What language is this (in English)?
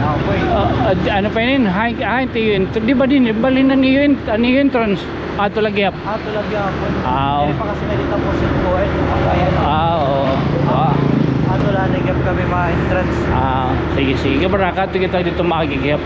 Waray